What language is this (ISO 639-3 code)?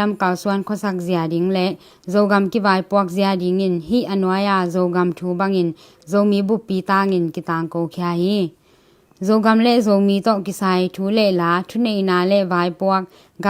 ctd